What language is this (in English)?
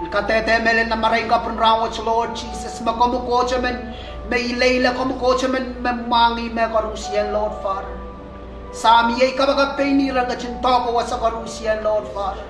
Pohnpeian